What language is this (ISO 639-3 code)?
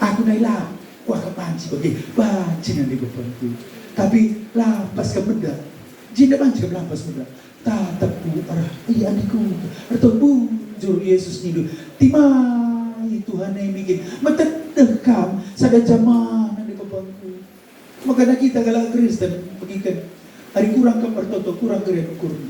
btx